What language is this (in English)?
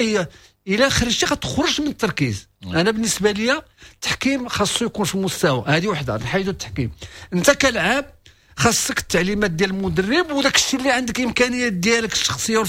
Moroccan Arabic